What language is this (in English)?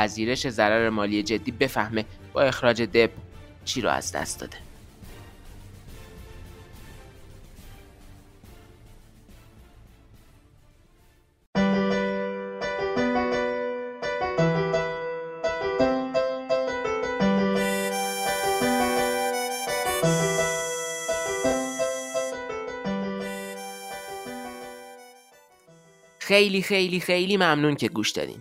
Persian